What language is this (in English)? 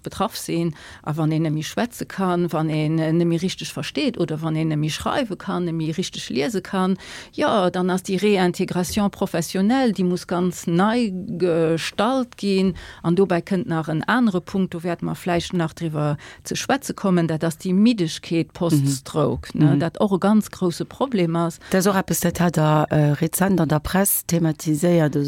Luxembourgish